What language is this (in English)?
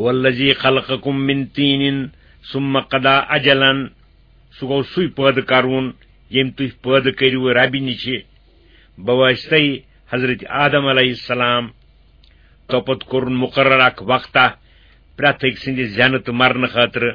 Kashmiri